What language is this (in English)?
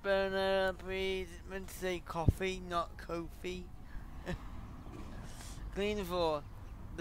English